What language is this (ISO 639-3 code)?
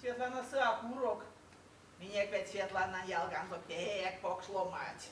myv